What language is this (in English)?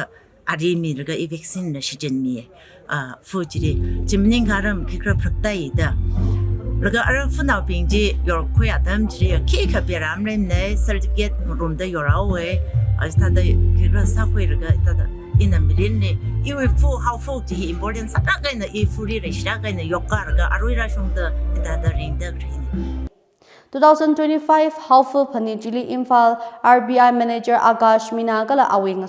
Tangkhul Naga (India)